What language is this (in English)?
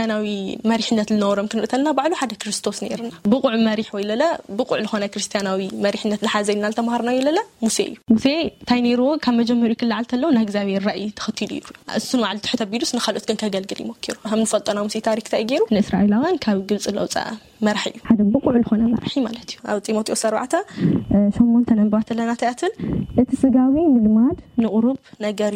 Tigrinya